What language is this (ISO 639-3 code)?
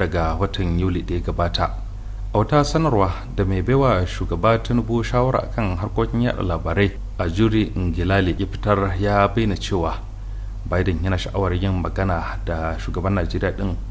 hau